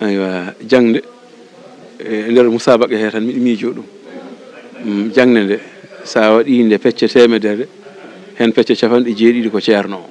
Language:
Fula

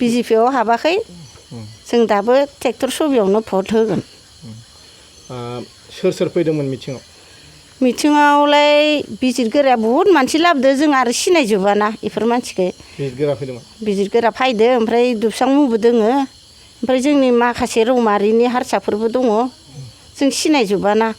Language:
Bodo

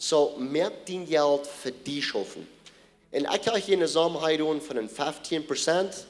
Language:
Plautdietsch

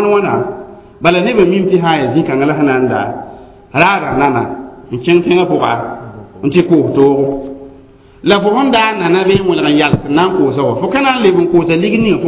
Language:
Mossi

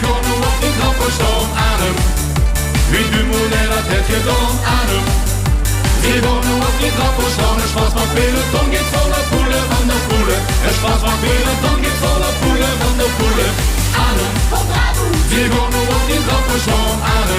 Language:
Limburgish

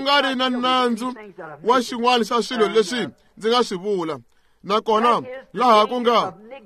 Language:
Tsonga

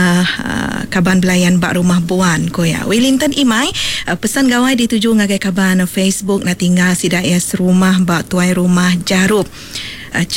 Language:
Iban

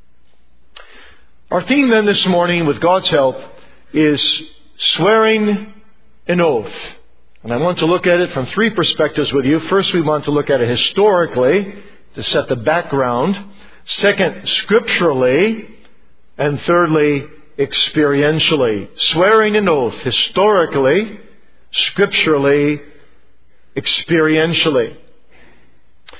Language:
English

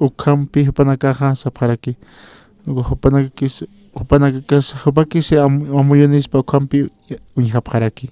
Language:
Aymara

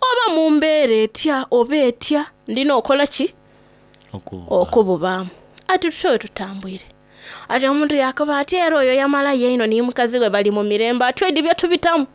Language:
Soga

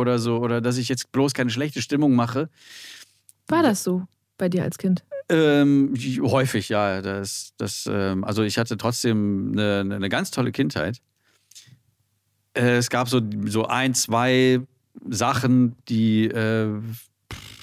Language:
German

